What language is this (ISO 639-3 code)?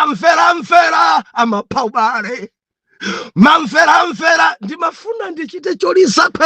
nya